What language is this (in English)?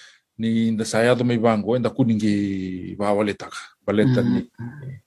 Fijian